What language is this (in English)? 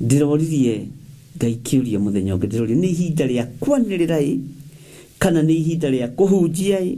Kikuyu